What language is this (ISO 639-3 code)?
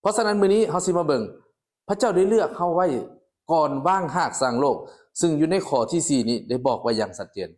lao